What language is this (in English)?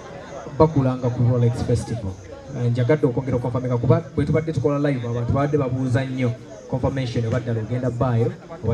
Ganda